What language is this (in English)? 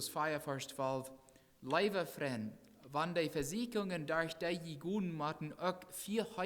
Plautdietsch